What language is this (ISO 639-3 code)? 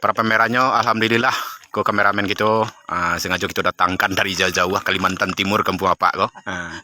min